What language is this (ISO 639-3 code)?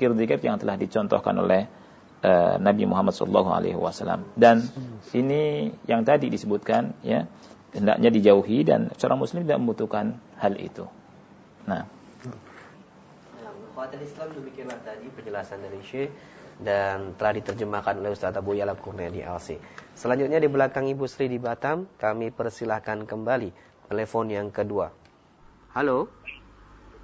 ind